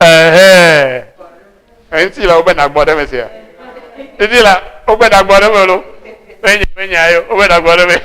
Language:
Ewe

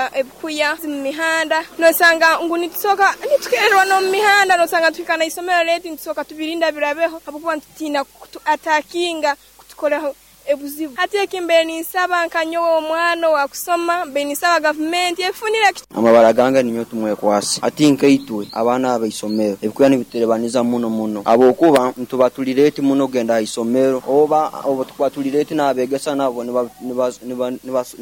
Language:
Nyoro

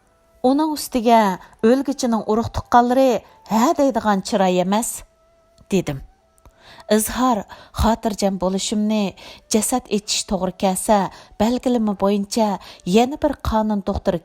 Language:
Uyghur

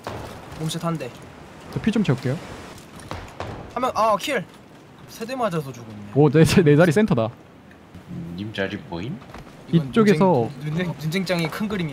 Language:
Korean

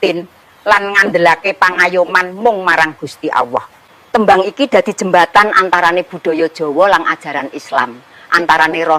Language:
Javanese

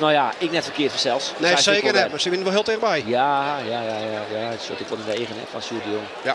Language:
Western Frisian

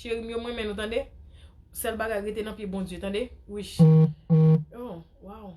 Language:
Haitian Creole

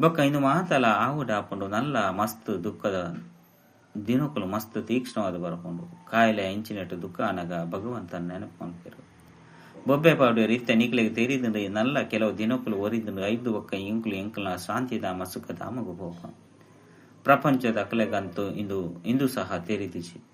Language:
Tulu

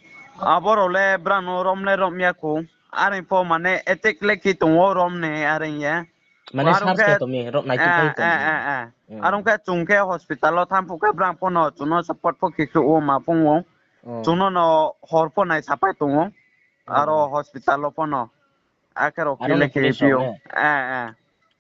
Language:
Riang (India)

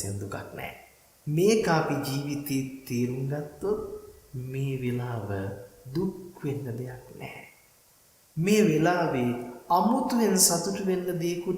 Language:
Sinhala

